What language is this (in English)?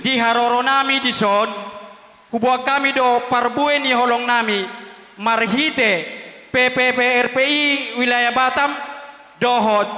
Batak Toba